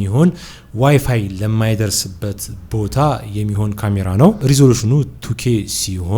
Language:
Amharic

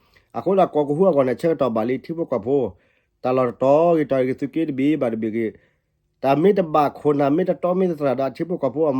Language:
S'gaw Karen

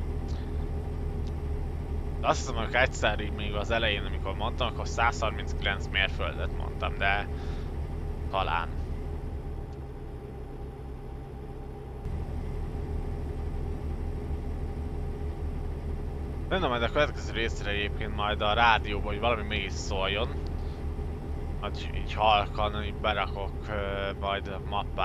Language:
Hungarian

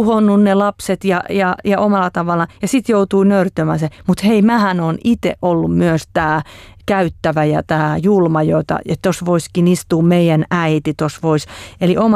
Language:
Finnish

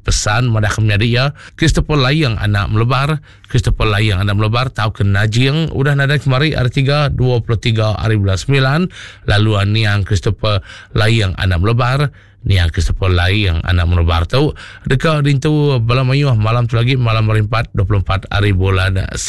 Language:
Iban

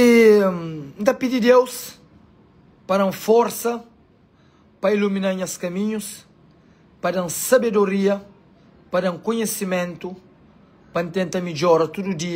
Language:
Kabuverdianu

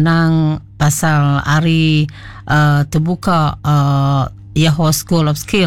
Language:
Iban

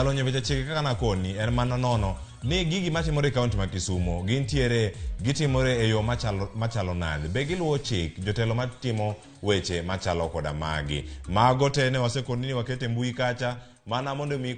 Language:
Luo (Kenya and Tanzania)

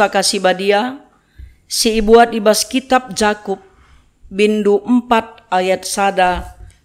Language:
Batak Karo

